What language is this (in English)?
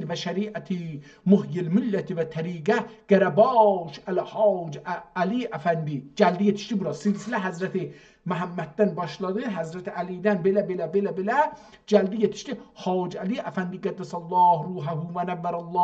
South Azerbaijani